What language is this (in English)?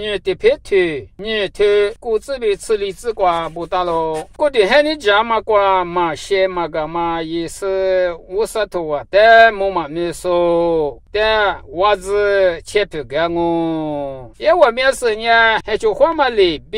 Lisu